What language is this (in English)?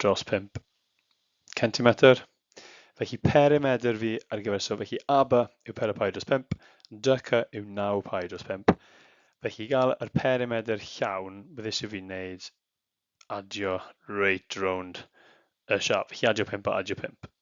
Welsh